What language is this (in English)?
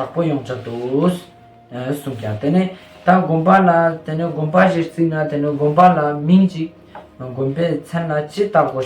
Ladakhi